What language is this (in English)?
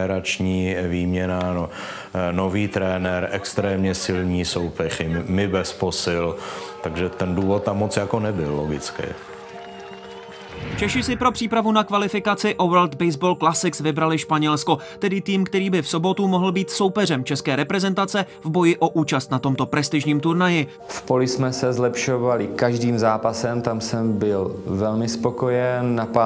Czech